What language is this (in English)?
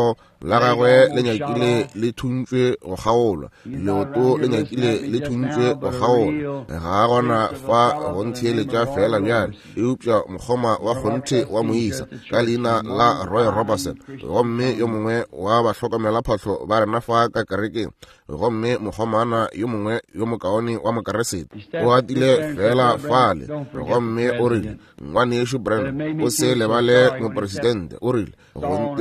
Northern Sotho